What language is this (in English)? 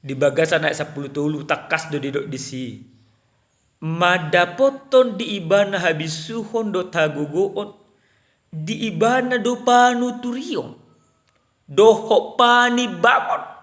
Batak Toba